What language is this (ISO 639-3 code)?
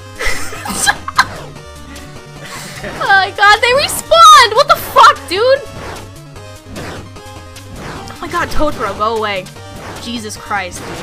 eng